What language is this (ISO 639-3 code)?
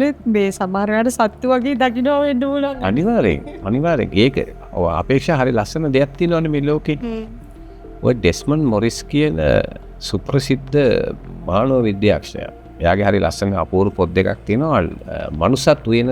sin